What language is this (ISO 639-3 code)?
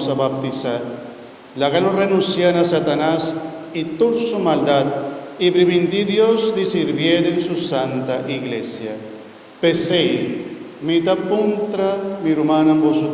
pap